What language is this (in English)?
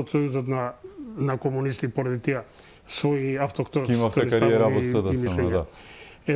Macedonian